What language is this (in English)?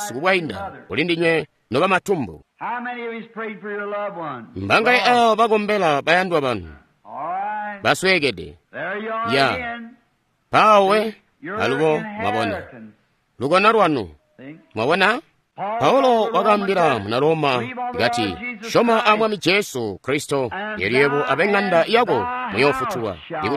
Tonga (Zambia)